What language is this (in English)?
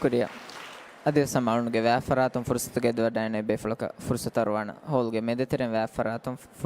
Divehi